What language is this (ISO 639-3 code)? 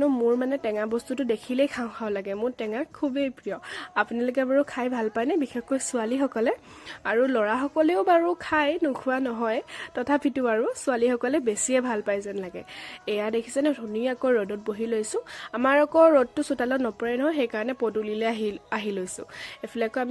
asm